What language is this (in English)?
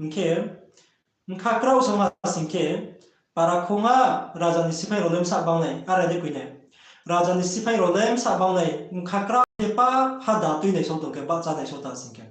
Riang (India)